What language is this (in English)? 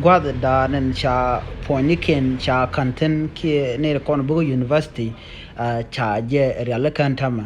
Nuer